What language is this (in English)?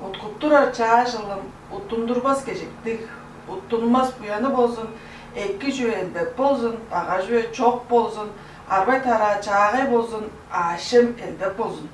Tuvinian